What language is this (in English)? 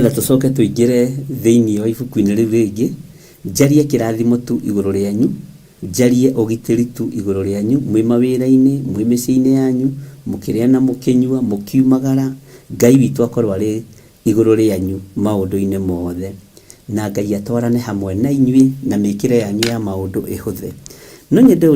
Kikuyu